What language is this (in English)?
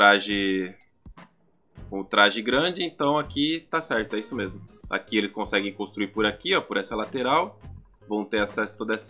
Portuguese